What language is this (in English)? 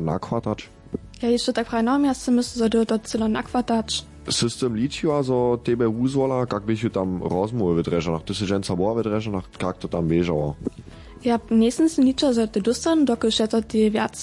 Upper Sorbian